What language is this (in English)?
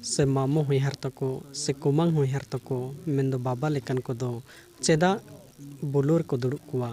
Santali